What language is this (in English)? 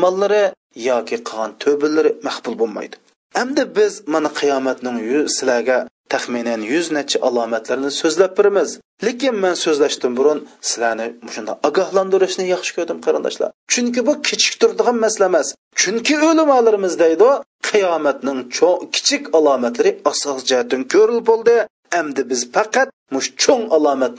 Uyghur